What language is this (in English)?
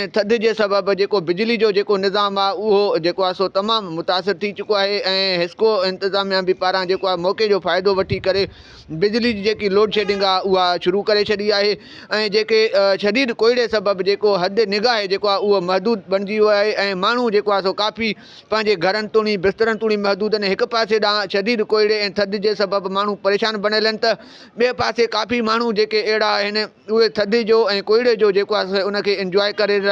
Sindhi